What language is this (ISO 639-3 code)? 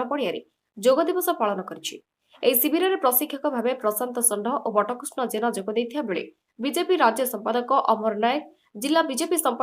ori